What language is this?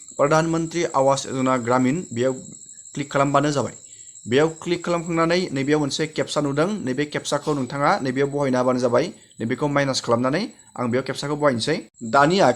Bodo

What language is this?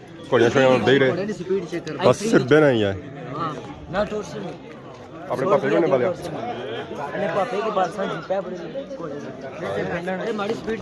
Pahari-Potwari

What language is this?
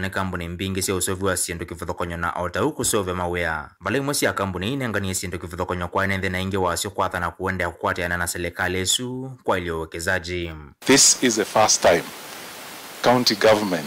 Kamba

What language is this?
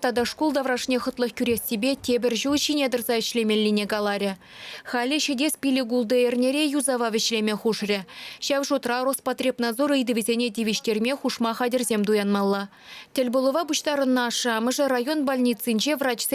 Chuvash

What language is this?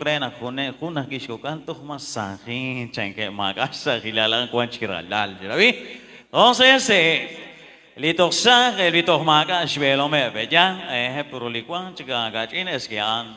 Kekchí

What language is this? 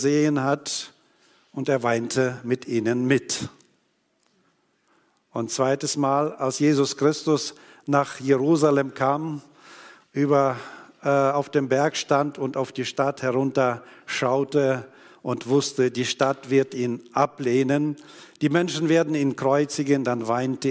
German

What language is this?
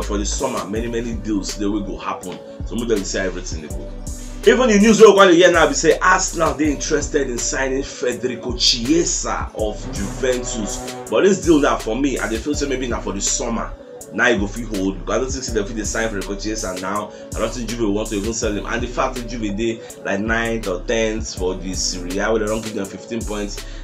Nigerian Pidgin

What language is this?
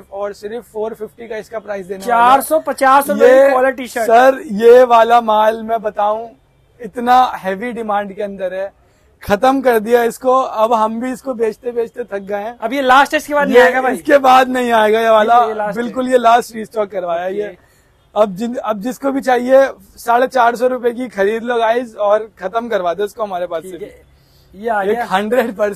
Hindi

